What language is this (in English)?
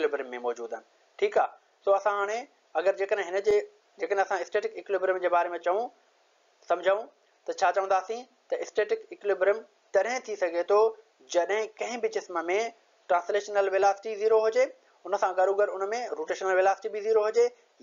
Sindhi